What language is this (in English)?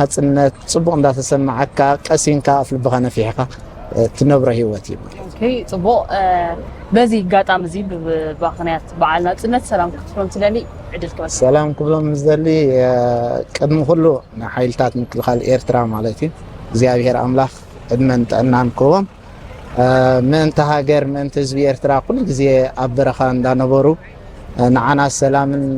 Tigrinya